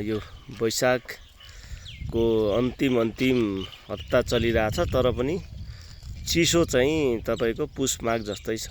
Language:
Nepali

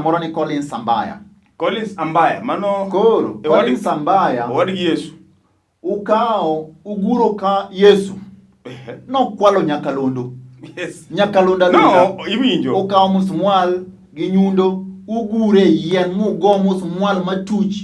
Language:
Luo (Kenya and Tanzania)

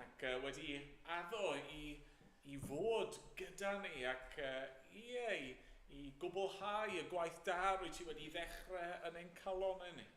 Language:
Welsh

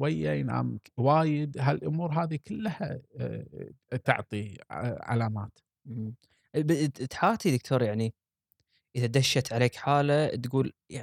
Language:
Gulf Arabic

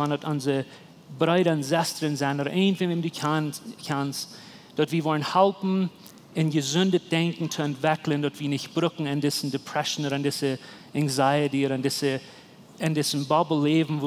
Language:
Plautdietsch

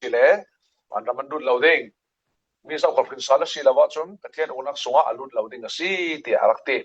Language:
Falam Chin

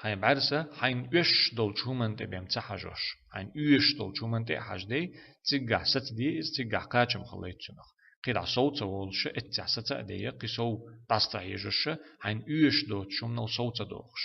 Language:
Chechen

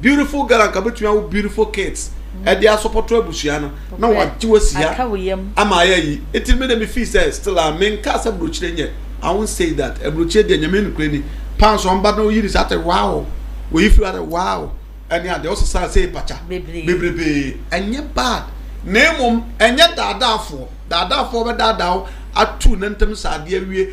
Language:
Akan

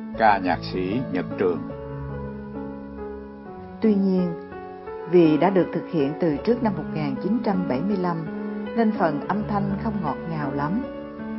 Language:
Vietnamese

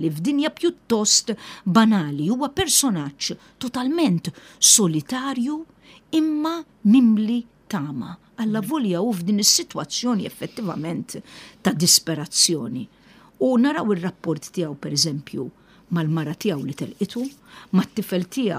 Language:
Maltese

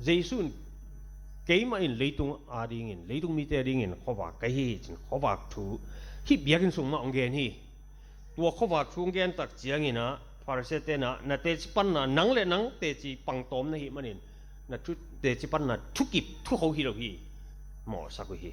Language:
Tedim Chin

